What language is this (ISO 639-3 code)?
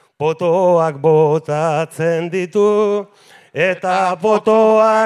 eus